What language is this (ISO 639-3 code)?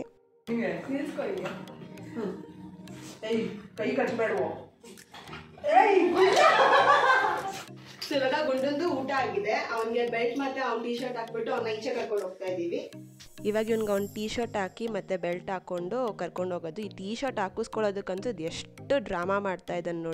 kan